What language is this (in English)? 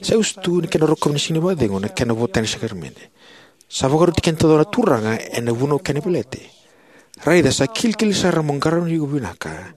Fijian